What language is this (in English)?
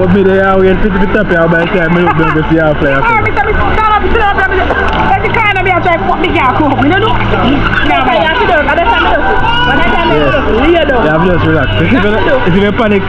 Jamaican Creole English